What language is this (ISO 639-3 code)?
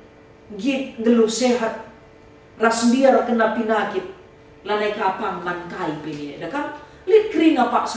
btx